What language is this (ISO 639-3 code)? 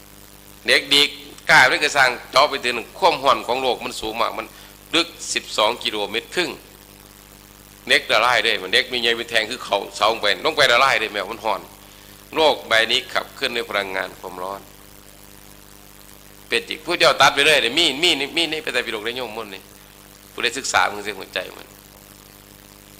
tha